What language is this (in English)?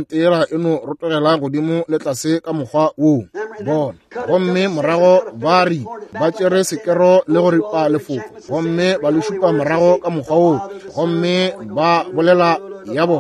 Northern Sotho